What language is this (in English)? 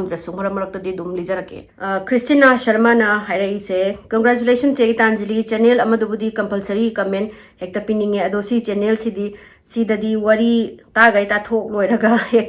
Manipuri